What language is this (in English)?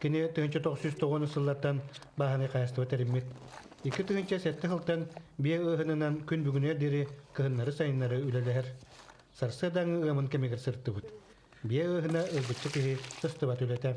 Yakut